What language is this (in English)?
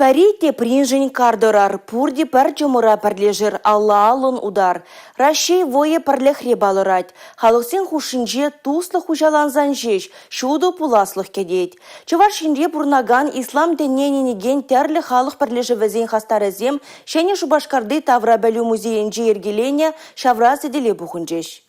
Chuvash